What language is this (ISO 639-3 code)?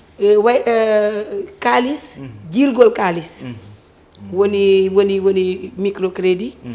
ful